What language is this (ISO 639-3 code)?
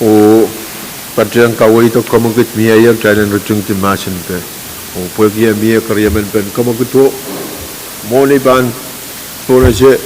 pon